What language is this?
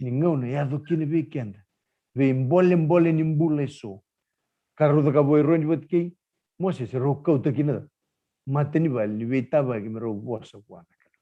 Fijian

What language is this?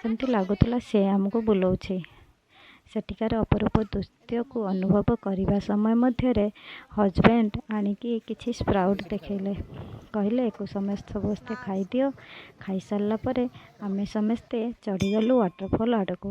Odia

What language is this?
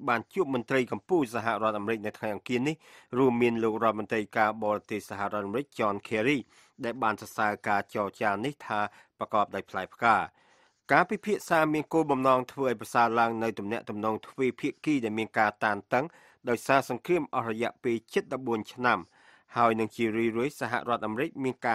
Khmer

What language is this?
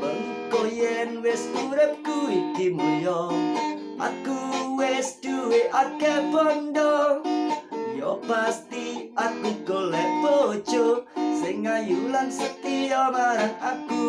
Javanese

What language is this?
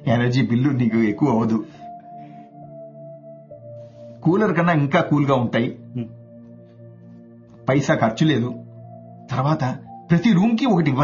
Telugu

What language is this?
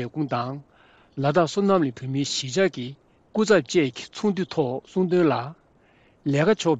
Tibetan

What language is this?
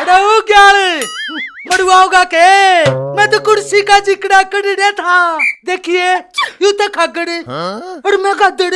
Haryanvi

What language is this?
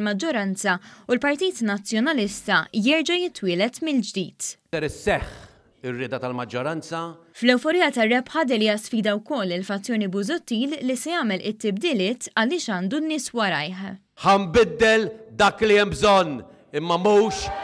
Maltese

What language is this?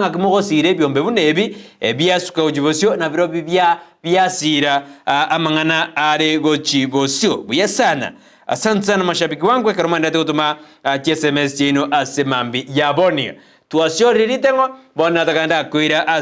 Gusii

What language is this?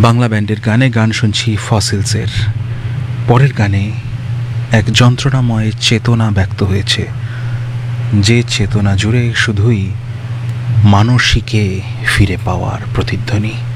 Bangla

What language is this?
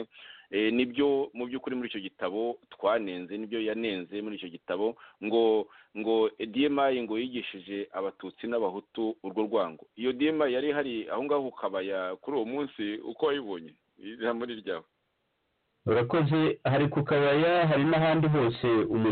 Kinyarwanda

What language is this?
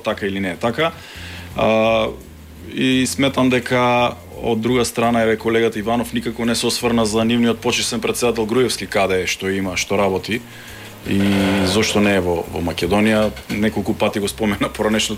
Macedonian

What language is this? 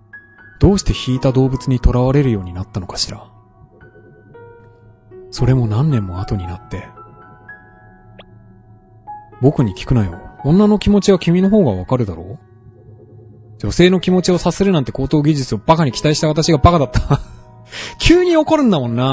Japanese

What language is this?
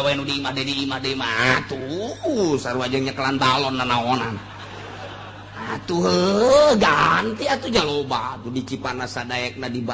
Sundanese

